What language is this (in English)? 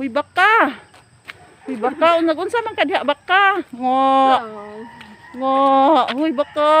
Cebuano